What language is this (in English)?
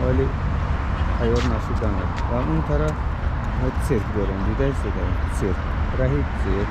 Tajik